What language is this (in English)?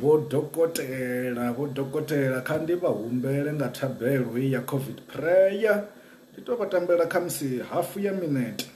Venda